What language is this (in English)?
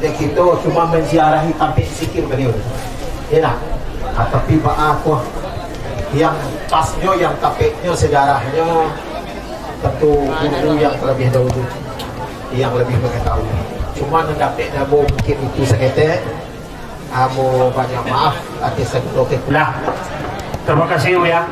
Minangkabau